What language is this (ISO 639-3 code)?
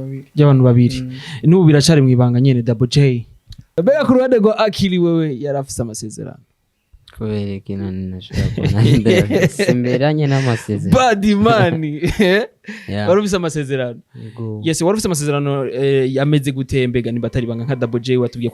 run